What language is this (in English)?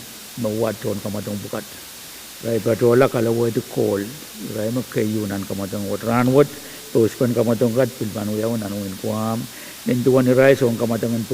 Pohnpeian